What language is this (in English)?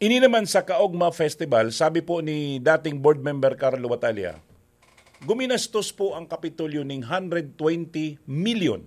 Bikol